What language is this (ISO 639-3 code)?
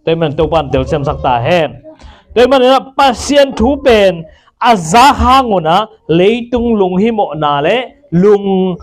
ctd